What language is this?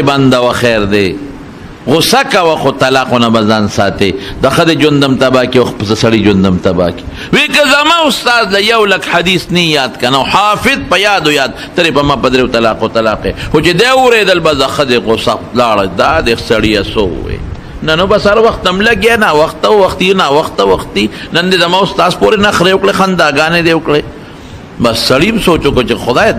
Pashto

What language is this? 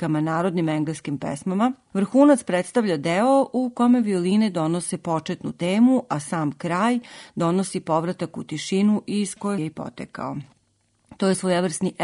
Serbian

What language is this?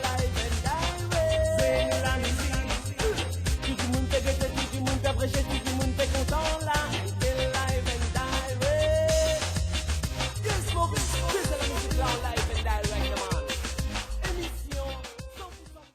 Morisyen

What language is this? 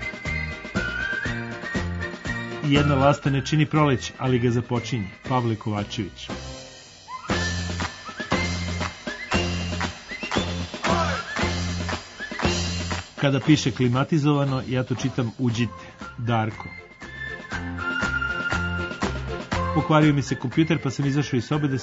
Serbian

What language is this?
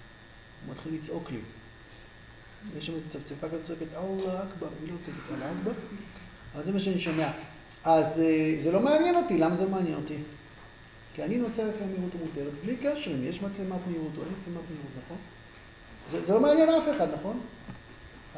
Hebrew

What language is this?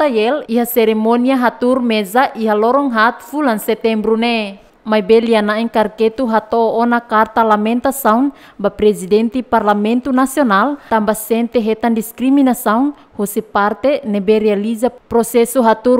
Tetum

